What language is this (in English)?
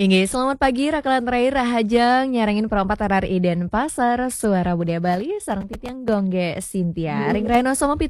Balinese